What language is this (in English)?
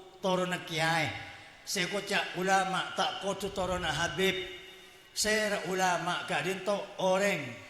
Madurese